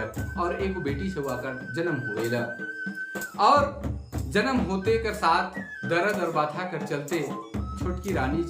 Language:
Sadri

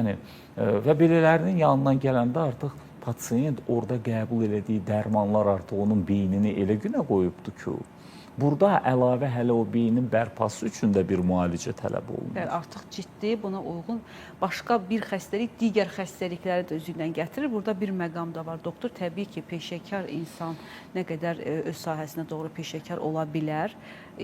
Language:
Azerbaijani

